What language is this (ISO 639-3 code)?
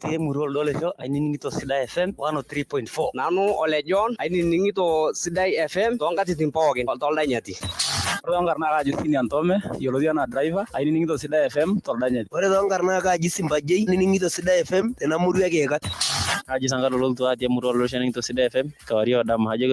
mas